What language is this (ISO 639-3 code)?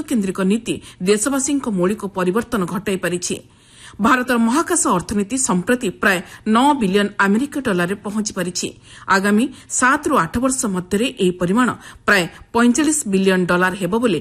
ori